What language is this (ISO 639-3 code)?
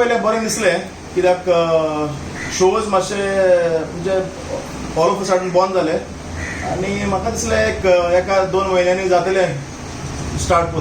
kok